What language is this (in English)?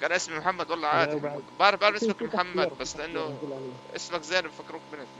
North Levantine Arabic